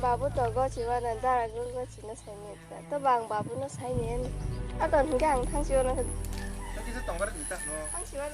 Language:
Kok Borok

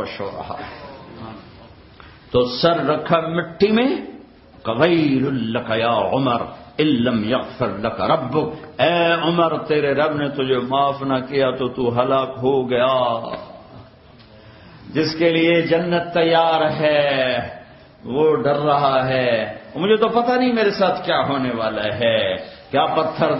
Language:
Urdu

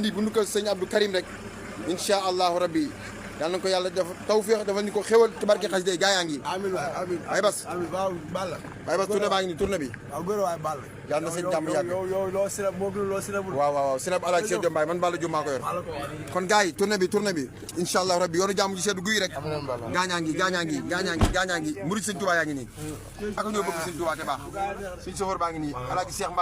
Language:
Wolof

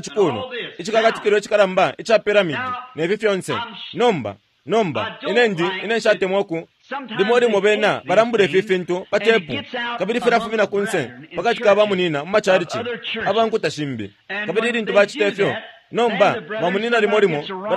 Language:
Bemba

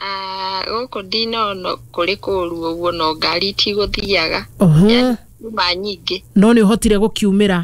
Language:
Kikuyu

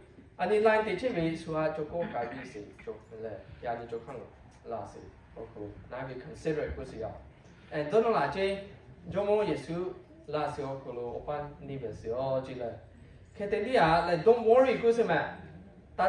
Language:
Lahu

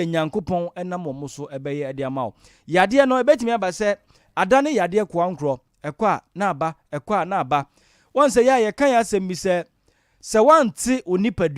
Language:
Akan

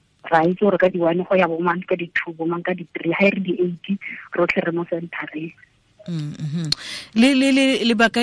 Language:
Tswana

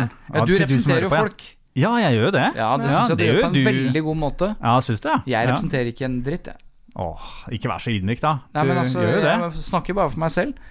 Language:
Norwegian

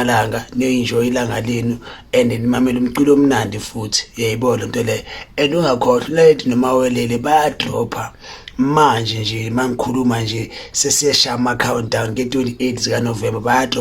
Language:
Zulu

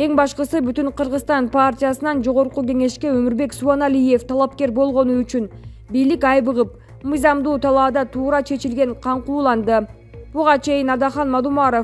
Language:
Kyrgyz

